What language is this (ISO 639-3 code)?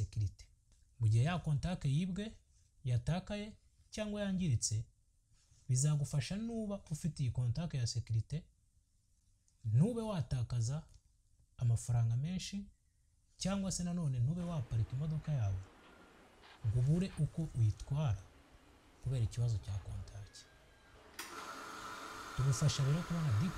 kin